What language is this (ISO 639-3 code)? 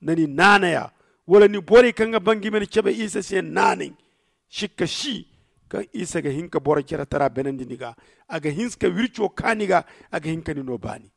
dje